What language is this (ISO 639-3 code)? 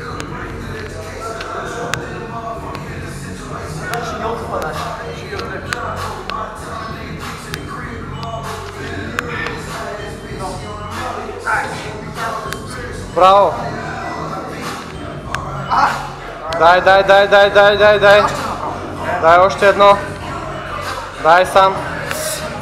bul